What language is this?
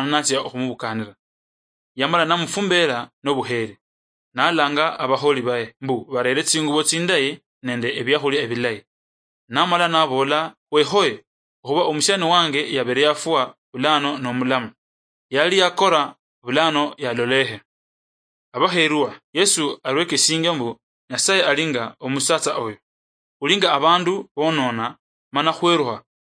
Luyia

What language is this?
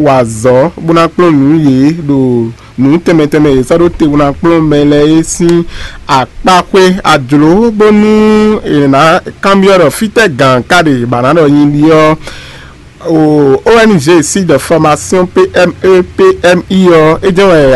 Fon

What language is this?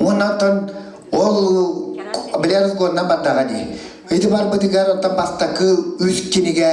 Yakut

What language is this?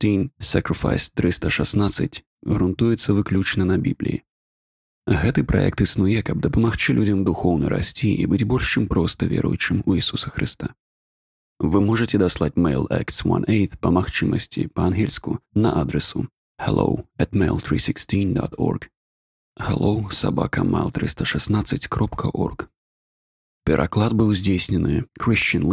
Belarusian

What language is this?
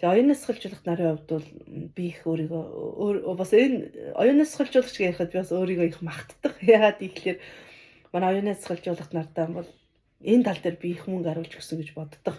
Mongolian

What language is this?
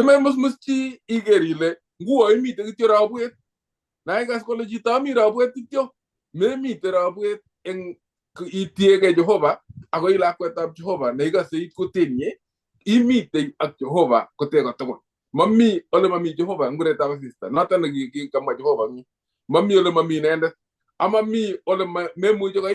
Kalenjin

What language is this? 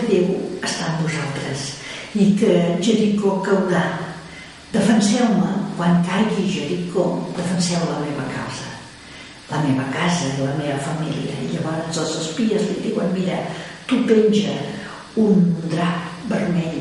Catalan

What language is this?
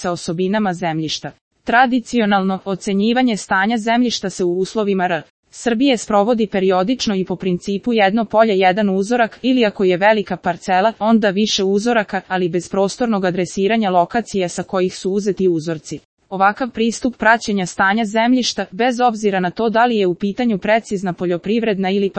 Serbian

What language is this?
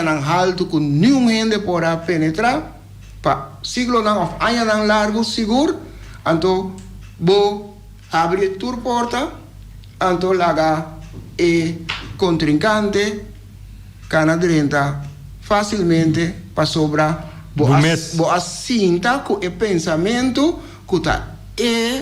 Papiamento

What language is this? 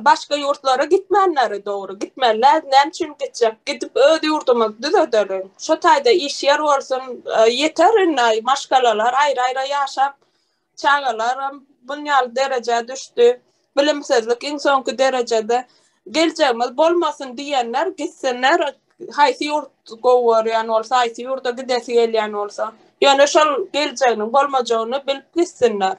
Turkmen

